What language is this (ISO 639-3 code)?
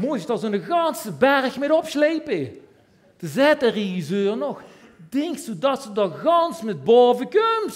lim